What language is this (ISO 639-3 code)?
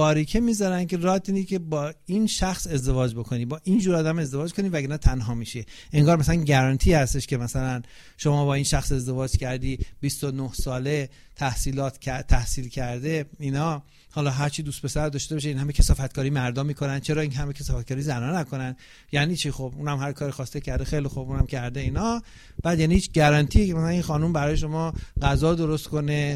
fas